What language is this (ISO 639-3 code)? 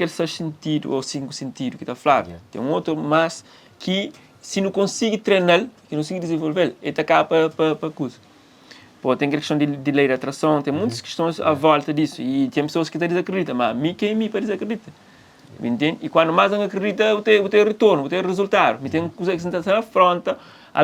kea